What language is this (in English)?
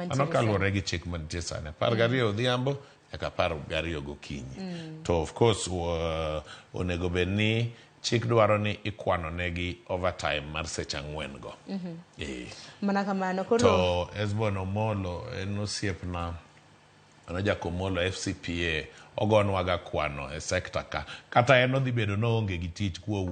Luo (Kenya and Tanzania)